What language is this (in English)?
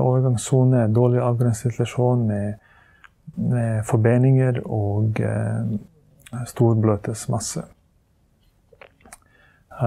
Norwegian